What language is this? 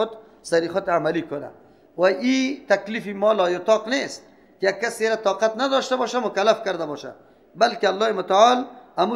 Persian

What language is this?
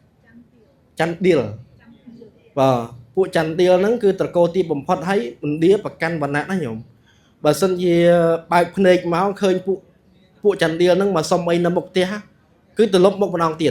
Khmer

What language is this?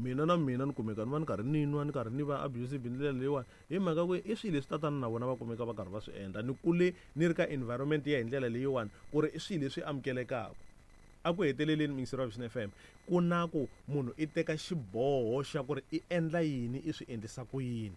Tsonga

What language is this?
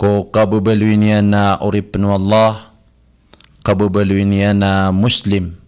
Maranao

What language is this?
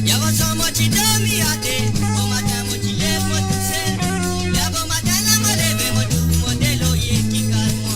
Morisyen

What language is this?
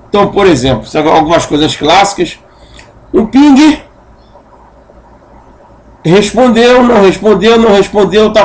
Portuguese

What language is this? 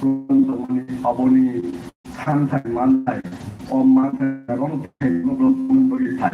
Kok Borok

